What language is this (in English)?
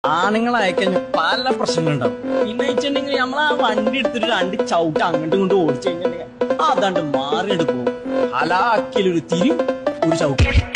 Malayalam